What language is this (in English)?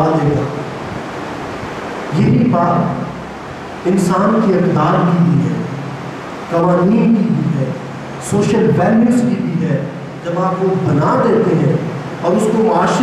Urdu